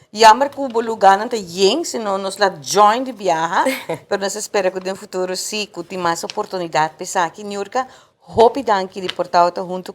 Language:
Papiamento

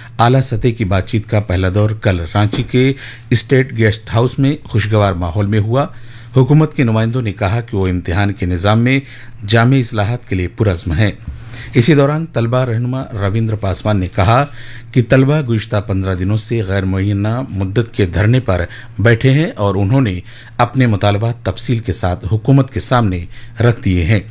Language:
Urdu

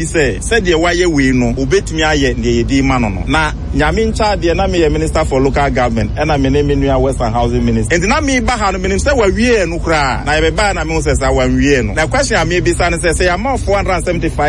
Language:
Akan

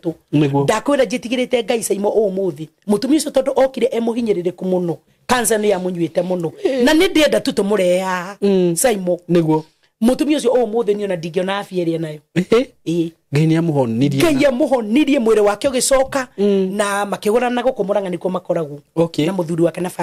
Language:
Kikuyu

